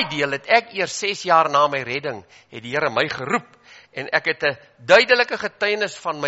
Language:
Afrikaans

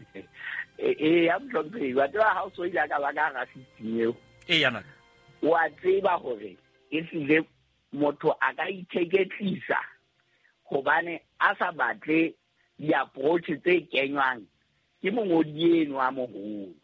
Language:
Southern Sotho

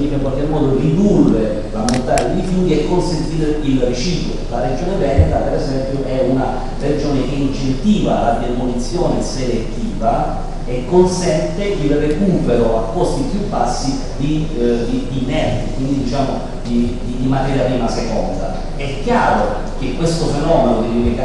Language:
Italian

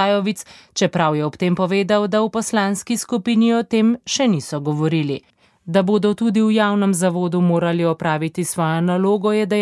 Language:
Slovenian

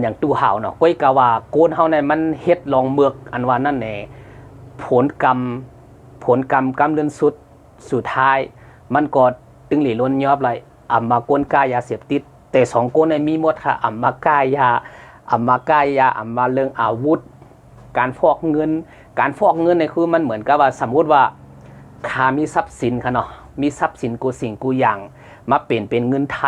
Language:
Shan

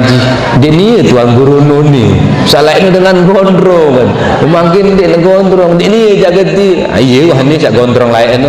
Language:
Sasak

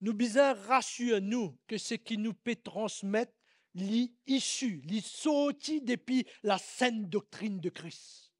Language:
Morisyen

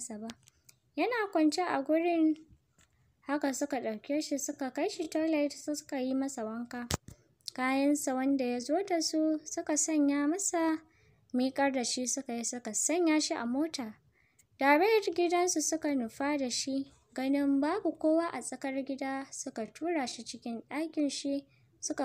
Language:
Hausa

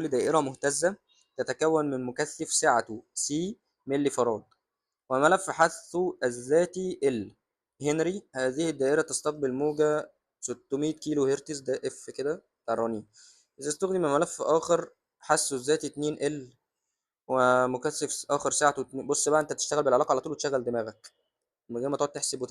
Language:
Egyptian Arabic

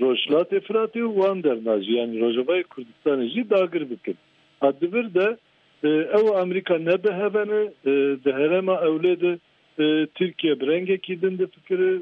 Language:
Kurdish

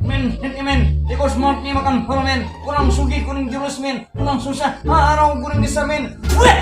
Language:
Banjar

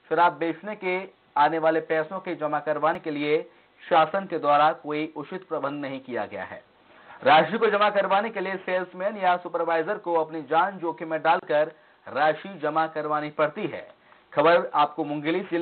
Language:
Hindi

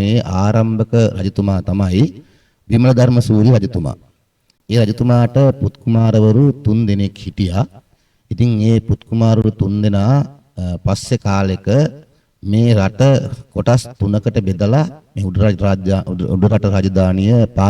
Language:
Sinhala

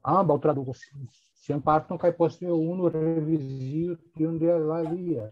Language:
Esperanto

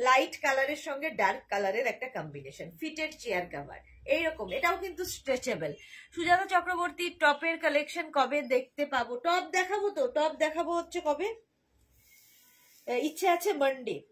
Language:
Bangla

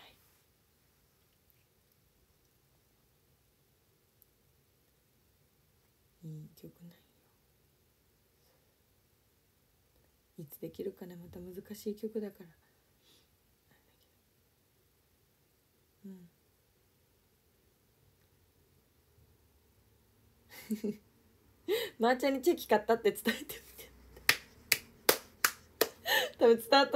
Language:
Japanese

